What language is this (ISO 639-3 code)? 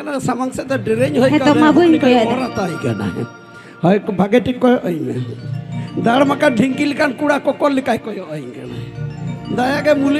sat